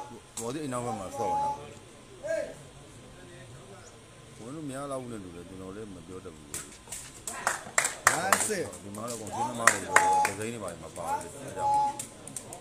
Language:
Burmese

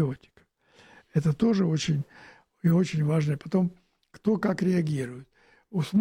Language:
Russian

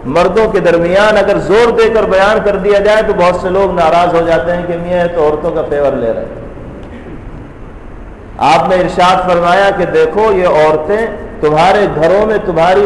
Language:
Urdu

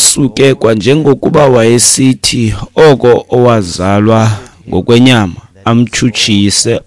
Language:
Xhosa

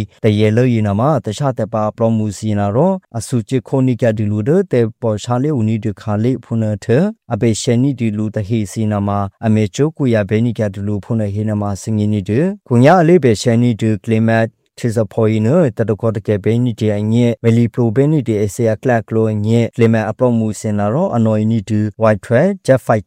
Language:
Burmese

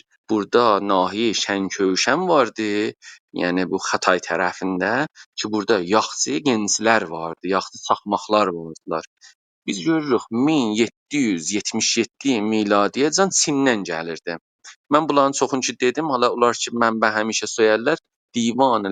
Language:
South Azerbaijani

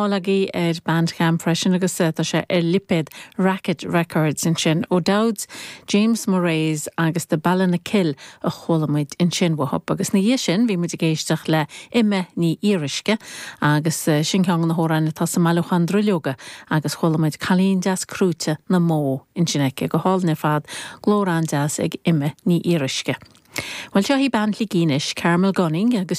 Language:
Irish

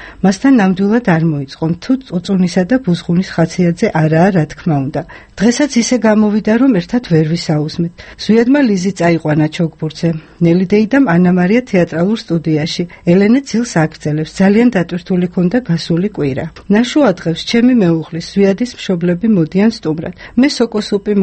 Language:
Georgian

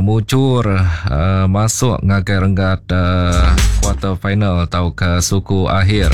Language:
Iban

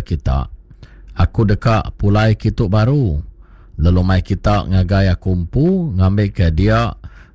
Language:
Iban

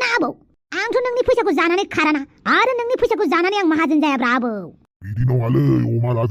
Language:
Bodo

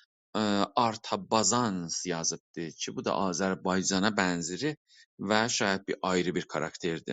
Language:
South Azerbaijani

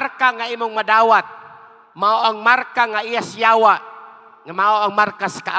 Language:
Cebuano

